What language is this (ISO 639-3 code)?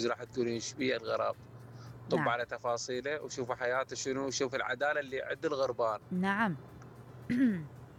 acm